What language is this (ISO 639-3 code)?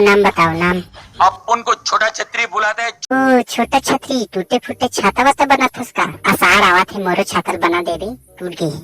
hne